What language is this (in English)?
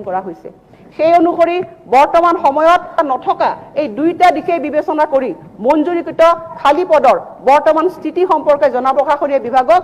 Assamese